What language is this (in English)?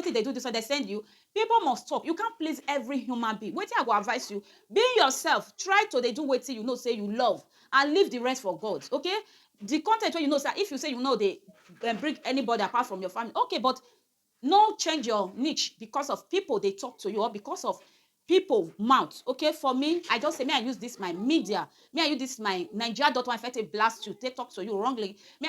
Nigerian Pidgin